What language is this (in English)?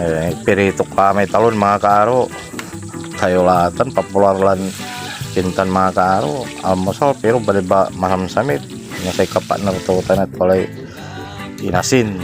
Pangasinan